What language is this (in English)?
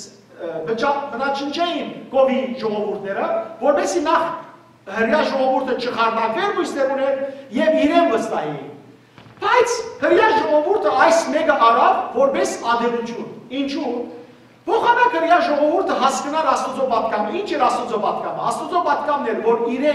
Western Armenian